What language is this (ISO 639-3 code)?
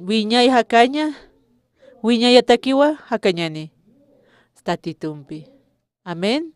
aym